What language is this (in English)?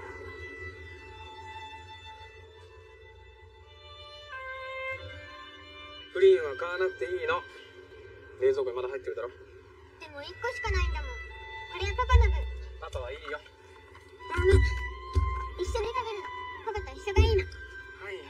Japanese